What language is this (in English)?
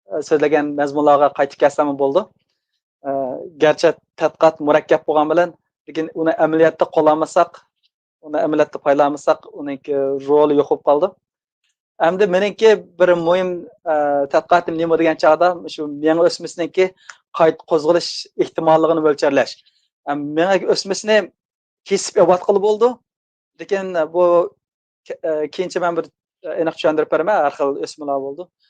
Uyghur